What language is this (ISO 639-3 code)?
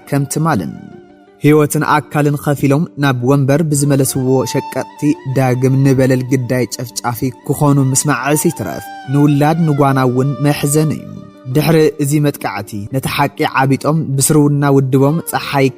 tir